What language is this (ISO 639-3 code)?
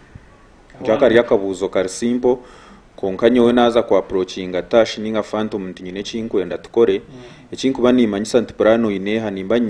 nyn